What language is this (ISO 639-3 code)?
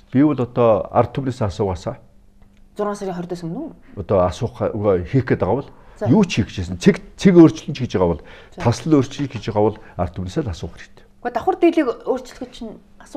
mon